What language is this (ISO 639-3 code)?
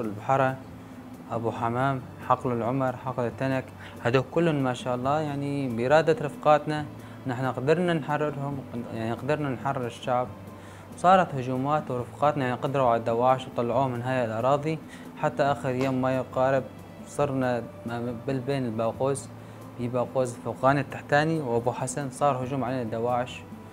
apc